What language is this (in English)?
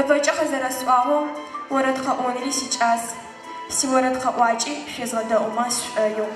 Adyghe